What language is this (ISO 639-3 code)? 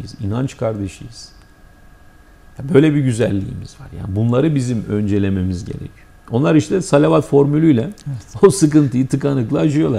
tur